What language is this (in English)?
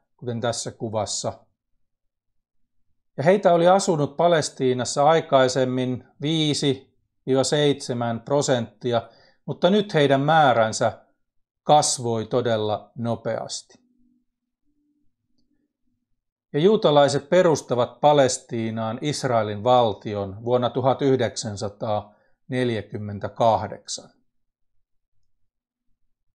Finnish